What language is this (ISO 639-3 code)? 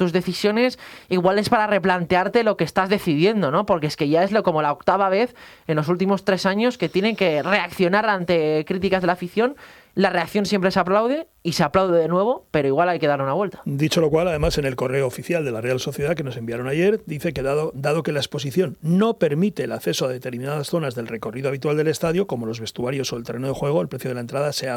spa